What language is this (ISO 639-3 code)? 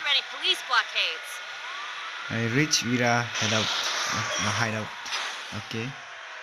mjw